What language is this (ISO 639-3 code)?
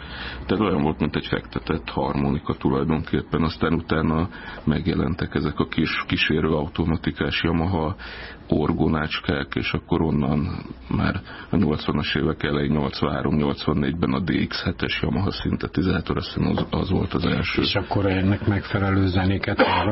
hun